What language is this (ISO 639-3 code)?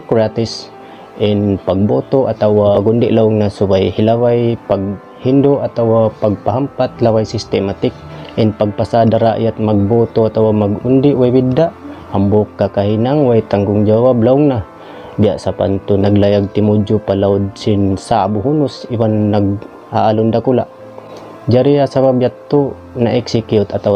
tsg